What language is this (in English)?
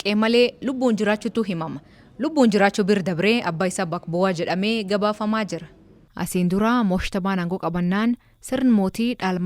Oromo